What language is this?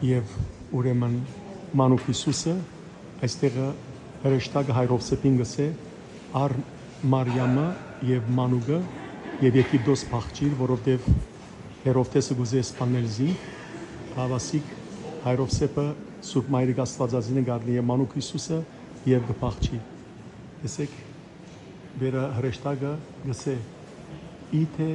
Western Armenian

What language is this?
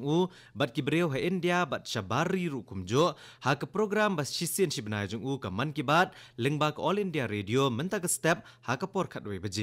Khasi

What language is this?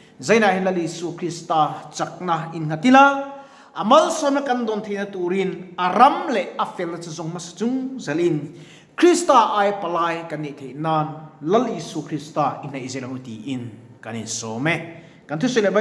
Mizo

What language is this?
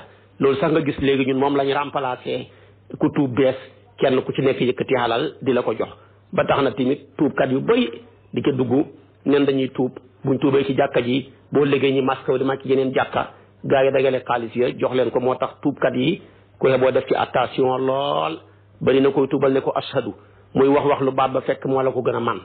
Wolof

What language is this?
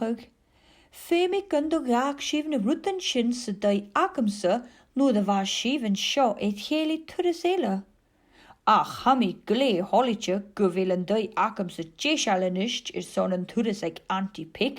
Scottish Gaelic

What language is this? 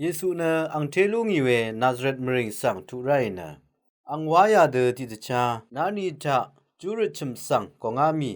Rawang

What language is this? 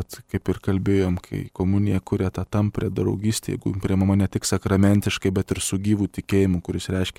Lithuanian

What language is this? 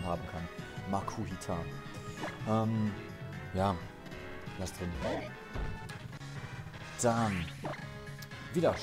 German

